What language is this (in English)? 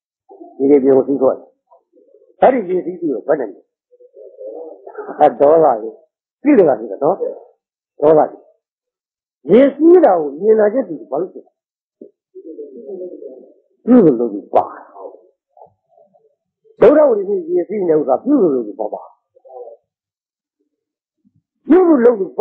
Burmese